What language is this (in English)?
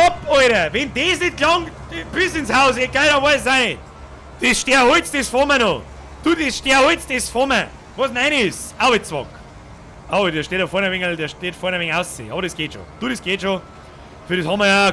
Bavarian